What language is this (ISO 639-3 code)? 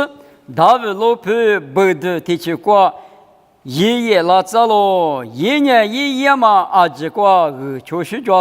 lis